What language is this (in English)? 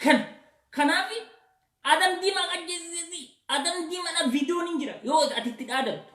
Oromo